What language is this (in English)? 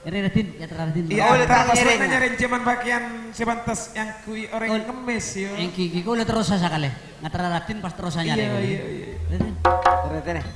Madurese